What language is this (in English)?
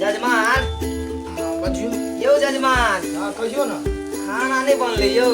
Maithili